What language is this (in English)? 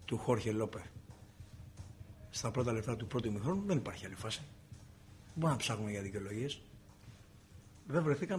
Greek